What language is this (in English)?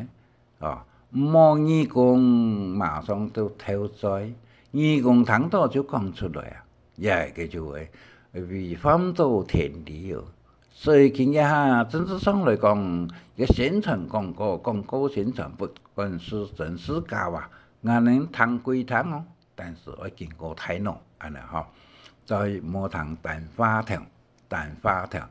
Hakka Chinese